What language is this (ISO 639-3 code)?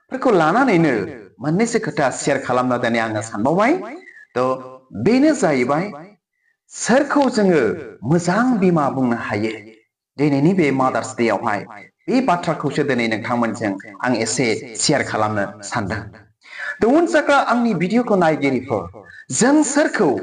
brx